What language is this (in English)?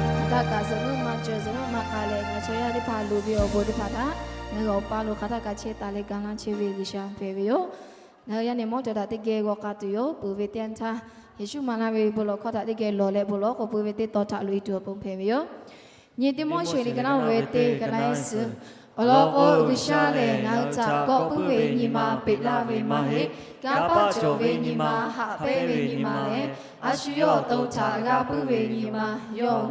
Lahu